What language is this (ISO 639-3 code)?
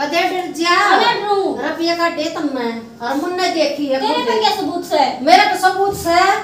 bgc